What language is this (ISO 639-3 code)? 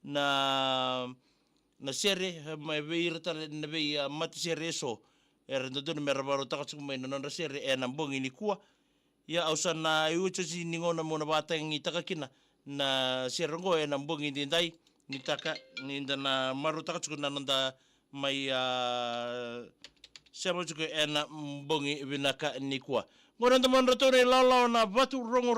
fij